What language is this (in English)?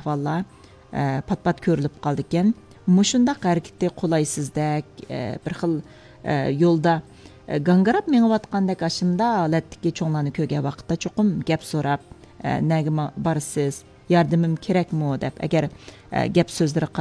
Uyghur